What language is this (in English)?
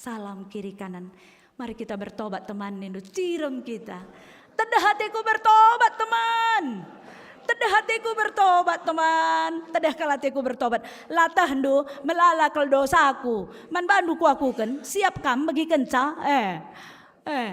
Batak Karo